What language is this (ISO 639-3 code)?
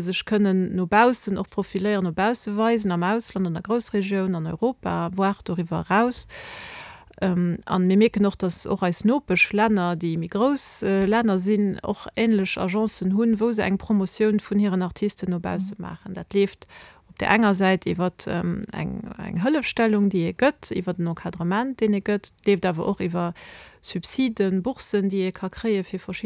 ltz